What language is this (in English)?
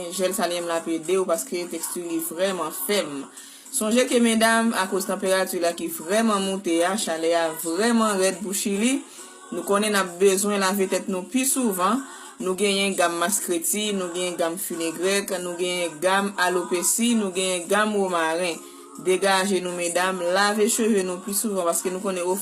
Haitian Creole